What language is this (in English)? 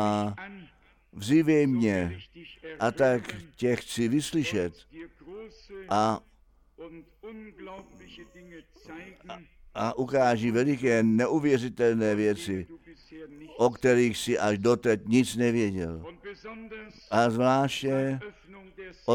Czech